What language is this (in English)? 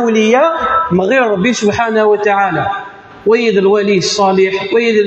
Kabyle